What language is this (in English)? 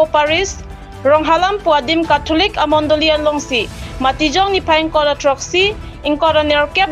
Karbi